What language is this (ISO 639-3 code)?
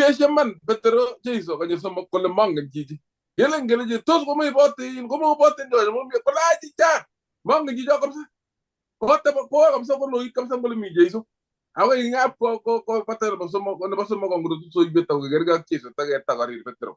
kln